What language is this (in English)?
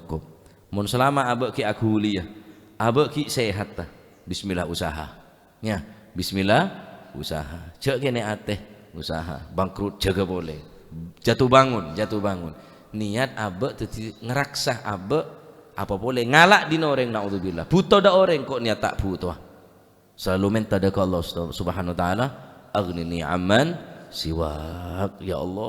Madurese